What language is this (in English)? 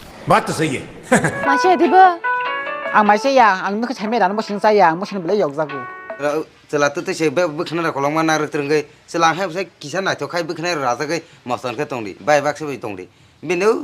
Kok Borok